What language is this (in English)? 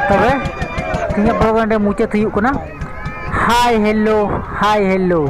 Santali